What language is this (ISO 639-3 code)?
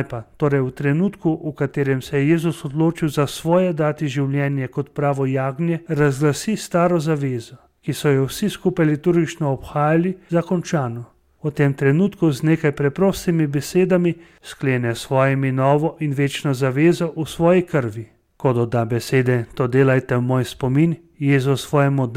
slv